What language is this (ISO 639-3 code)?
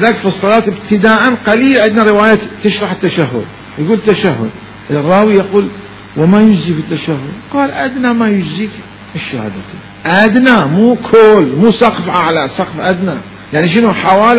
acm